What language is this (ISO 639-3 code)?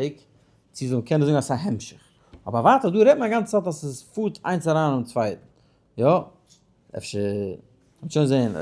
yid